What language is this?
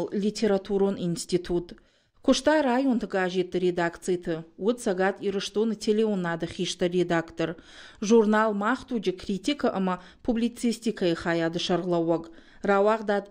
Ossetic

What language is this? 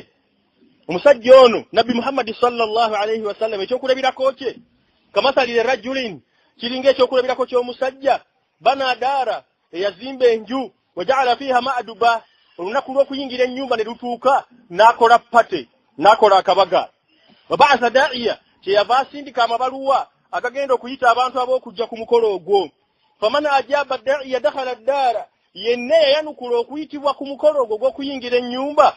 Ganda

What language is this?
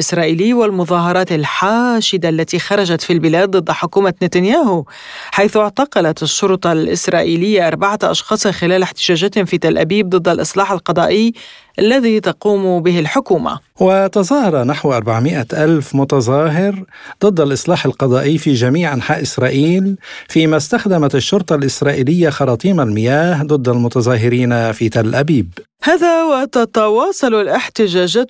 Arabic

